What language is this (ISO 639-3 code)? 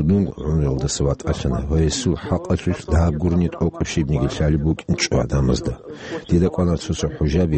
ava